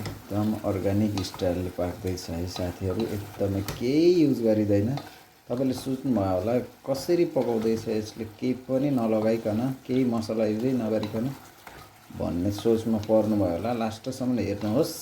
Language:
Nepali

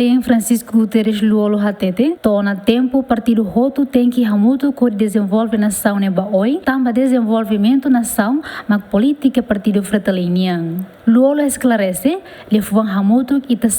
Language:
Tetum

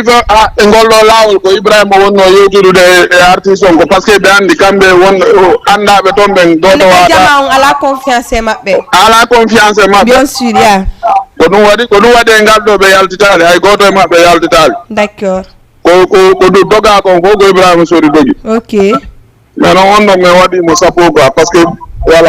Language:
Fula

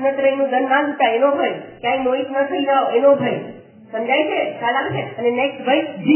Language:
Gujarati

